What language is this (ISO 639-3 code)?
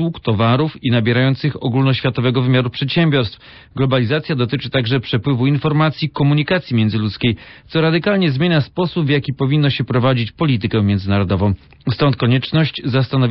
pol